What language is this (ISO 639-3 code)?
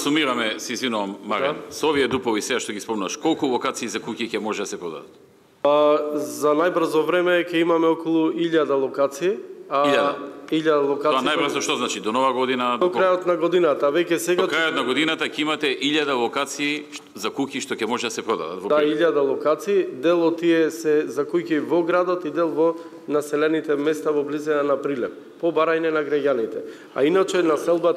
mkd